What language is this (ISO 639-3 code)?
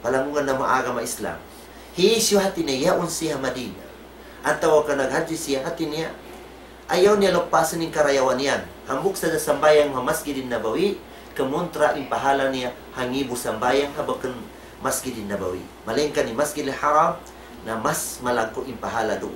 tsg